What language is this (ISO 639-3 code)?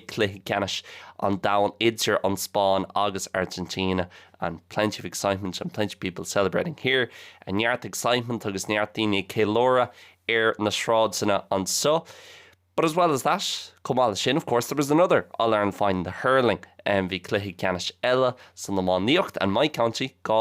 gle